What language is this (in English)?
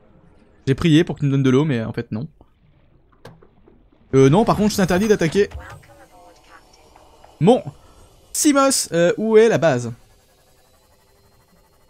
French